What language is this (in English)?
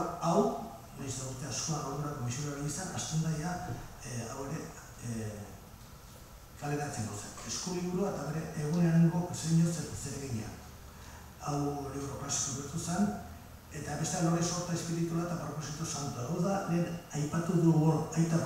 Basque